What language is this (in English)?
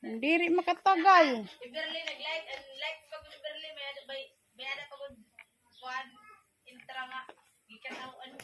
Waray